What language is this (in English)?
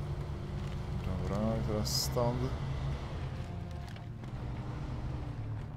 Polish